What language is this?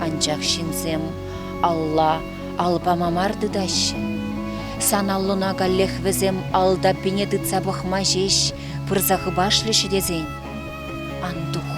Chuvash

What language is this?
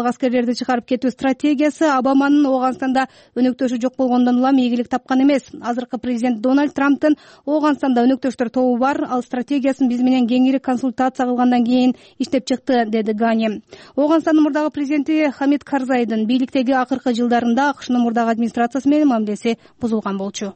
Kyrgyz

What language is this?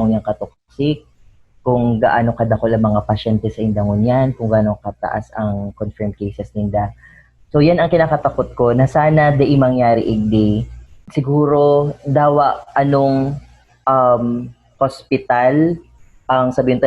Bikol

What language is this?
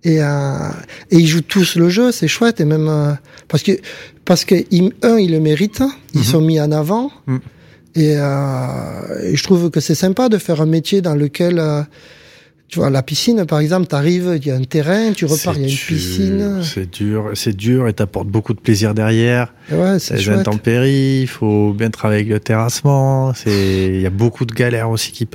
French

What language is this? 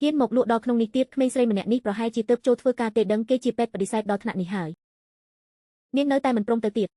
Khmer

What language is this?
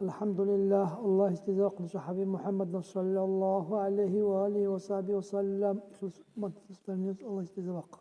Dargwa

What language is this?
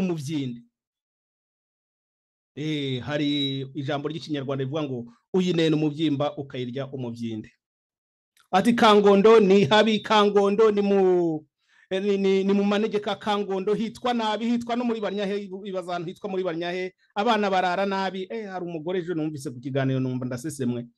Kinyarwanda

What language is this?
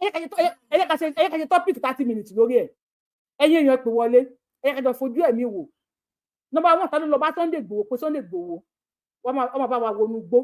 Yoruba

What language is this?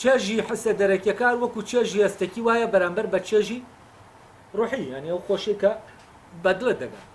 Central Kurdish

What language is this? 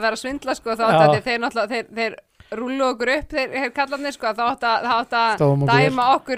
Icelandic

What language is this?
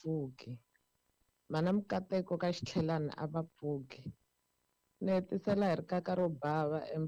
Tsonga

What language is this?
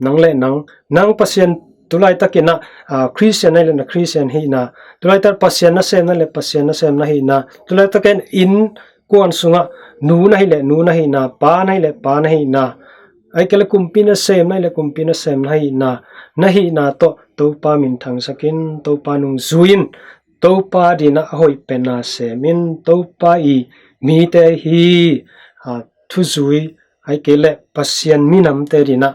Tedim Chin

